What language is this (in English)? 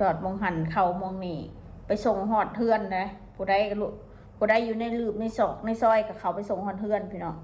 Northeastern Thai